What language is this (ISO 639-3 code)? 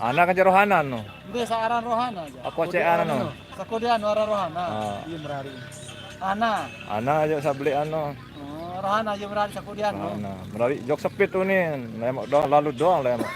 sas